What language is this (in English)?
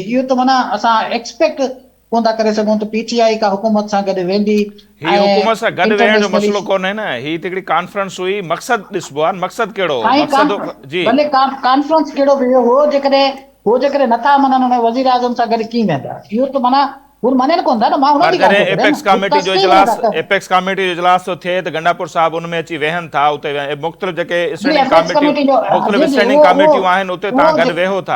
Sindhi